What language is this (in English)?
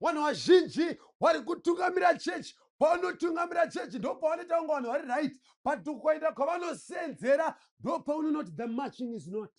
Shona